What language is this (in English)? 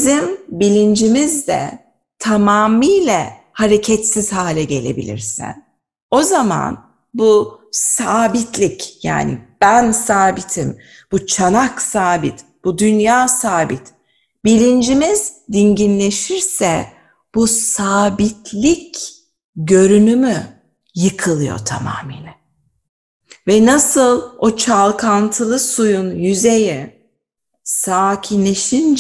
Turkish